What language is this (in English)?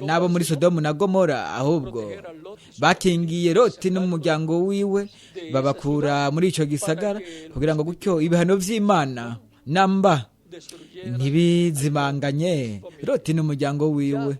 Rundi